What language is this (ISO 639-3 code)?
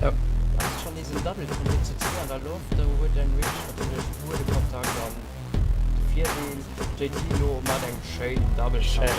ltz